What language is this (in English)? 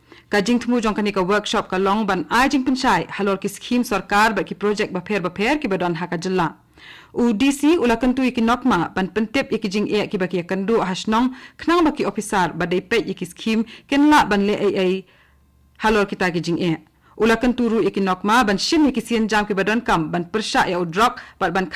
Khasi